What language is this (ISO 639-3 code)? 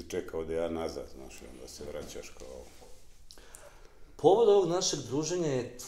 bos